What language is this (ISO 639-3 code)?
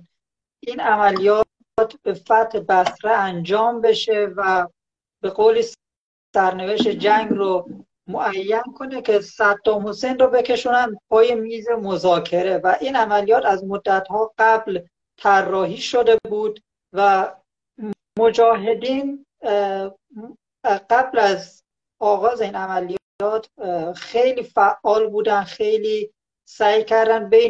fas